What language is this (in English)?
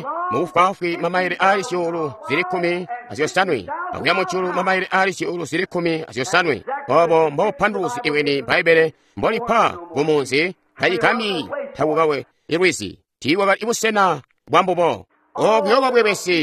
Tonga (Zambia)